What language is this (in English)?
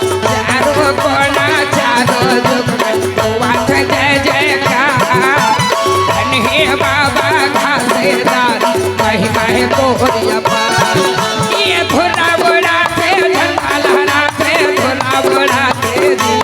Chhattisgarhi